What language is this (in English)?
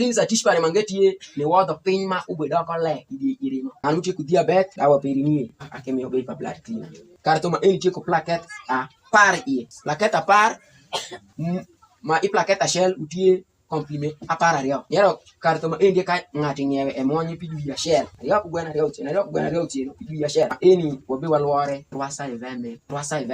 Alur